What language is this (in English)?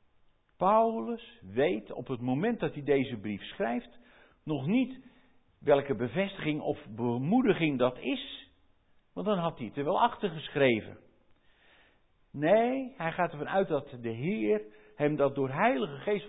Dutch